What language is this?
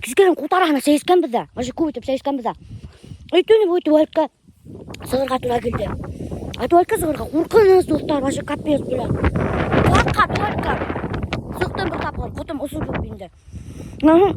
Bashkir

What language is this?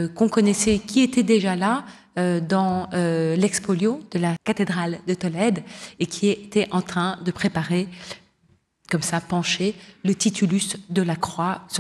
French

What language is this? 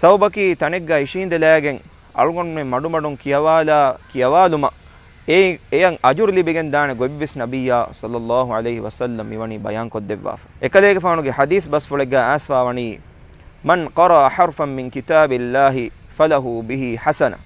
Divehi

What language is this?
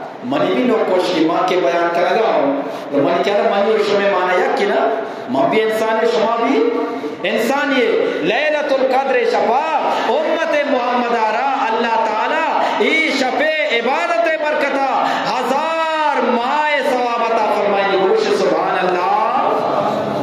Eastern Balochi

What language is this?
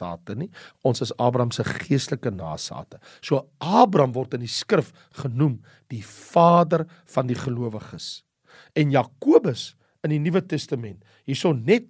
Afrikaans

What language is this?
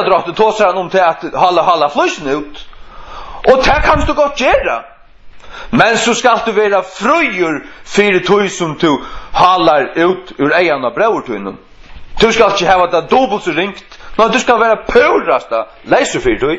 Faroese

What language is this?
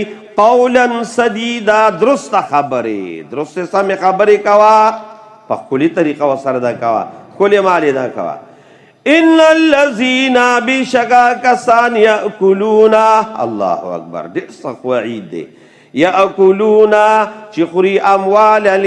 Pashto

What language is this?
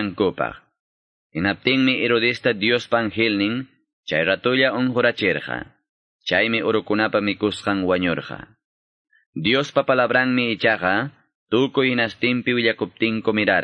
Quechua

